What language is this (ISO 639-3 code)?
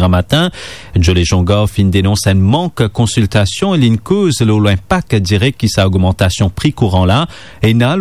mfe